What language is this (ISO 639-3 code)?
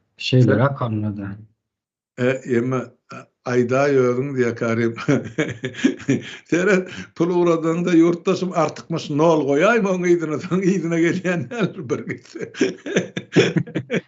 tuk